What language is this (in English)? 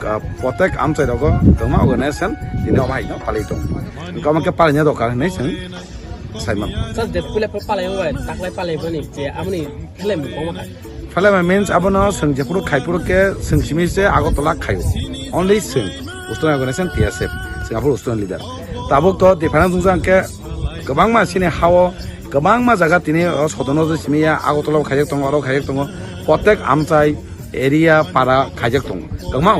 Kok Borok